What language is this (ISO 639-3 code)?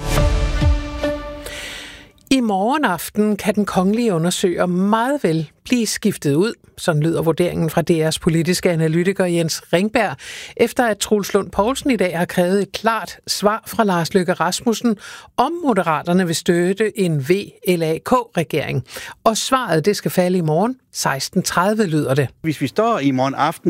dan